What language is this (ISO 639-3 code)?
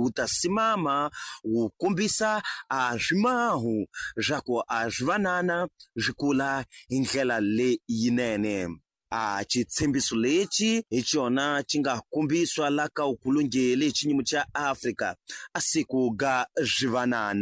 tso